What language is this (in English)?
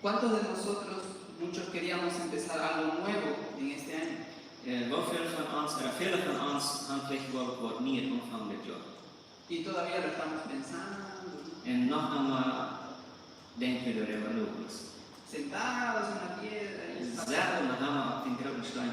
Plautdietsch